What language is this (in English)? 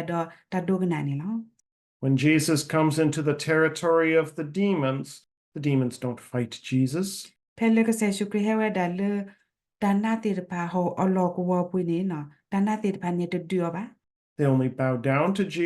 S'gaw Karen